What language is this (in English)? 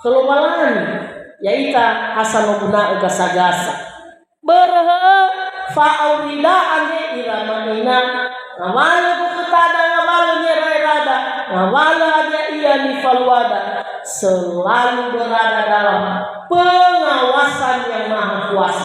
Nias